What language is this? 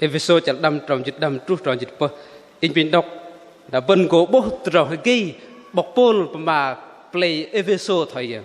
Bahnar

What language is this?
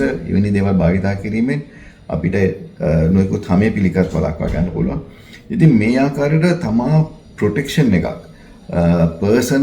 Sinhala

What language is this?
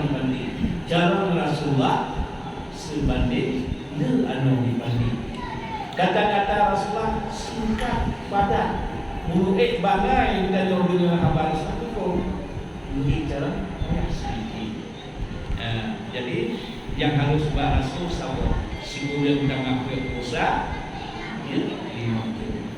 Achinese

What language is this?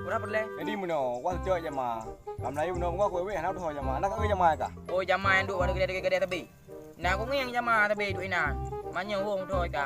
Achinese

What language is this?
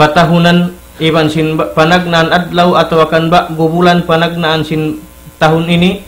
Tausug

